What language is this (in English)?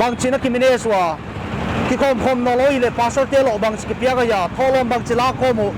Paite Chin